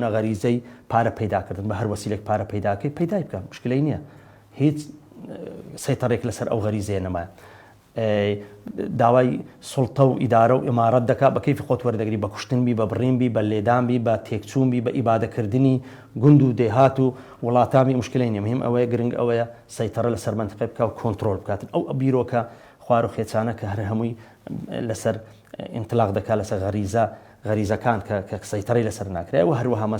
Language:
Central Kurdish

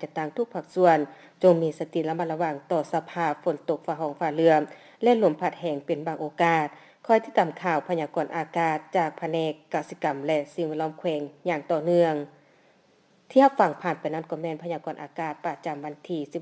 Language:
Lao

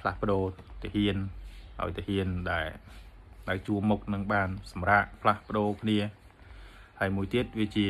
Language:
Khmer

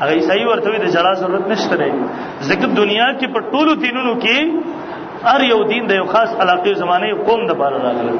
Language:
Pashto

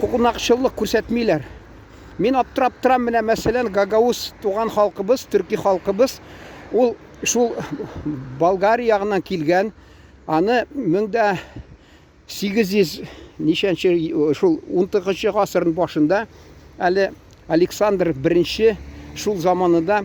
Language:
Tatar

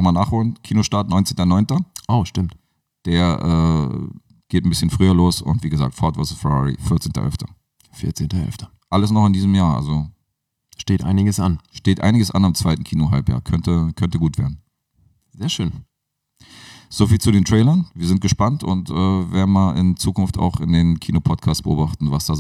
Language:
German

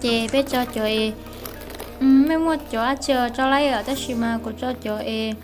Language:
Hmong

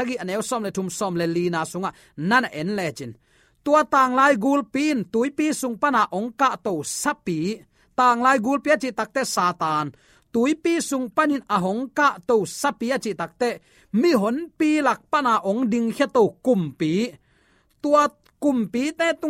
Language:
Tedim Chin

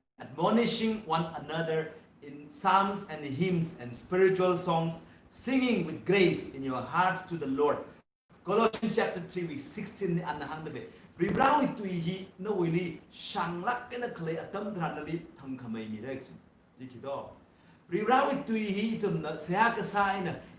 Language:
Tangkhul Naga (India)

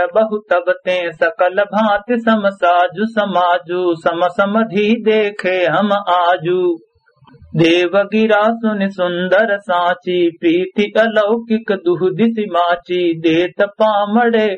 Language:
Awadhi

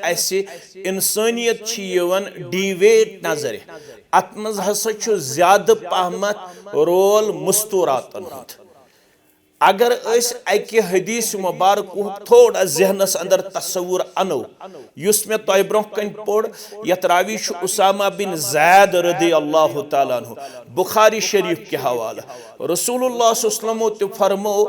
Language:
Kashmiri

